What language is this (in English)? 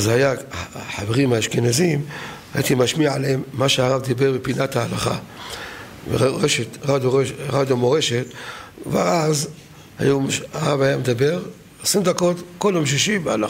Hebrew